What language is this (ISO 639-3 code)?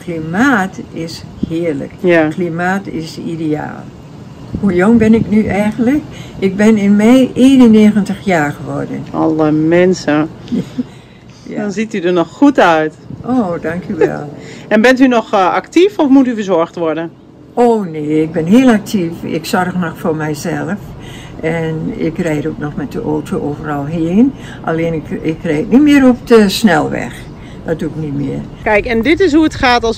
nld